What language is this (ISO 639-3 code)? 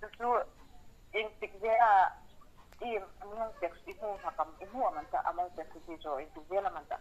hmr